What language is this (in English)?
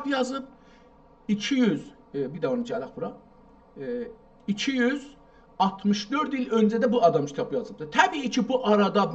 South Azerbaijani